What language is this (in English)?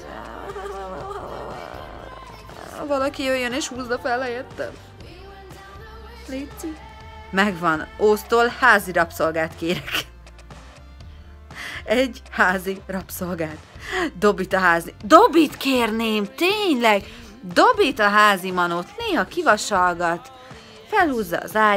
Hungarian